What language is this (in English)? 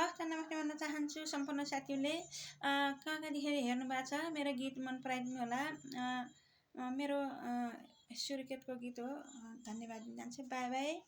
Nepali